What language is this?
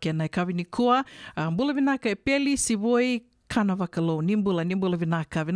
Fijian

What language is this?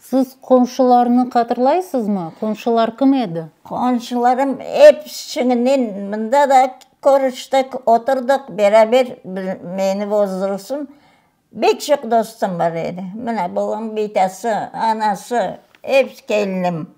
Crimean Tatar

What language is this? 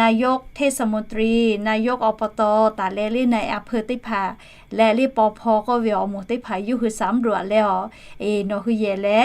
Lahu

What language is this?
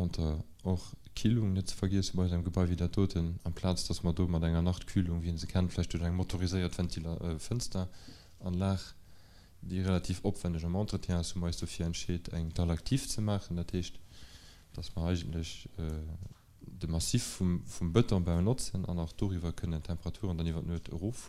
Luxembourgish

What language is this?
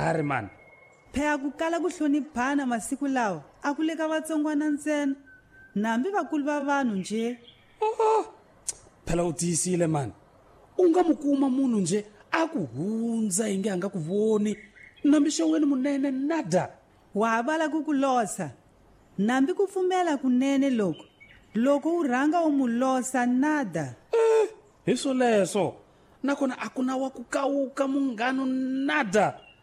Tsonga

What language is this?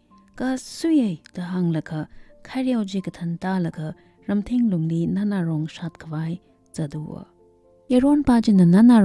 Tangkhul Naga (India)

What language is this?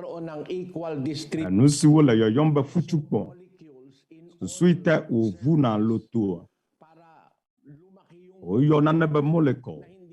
Ewe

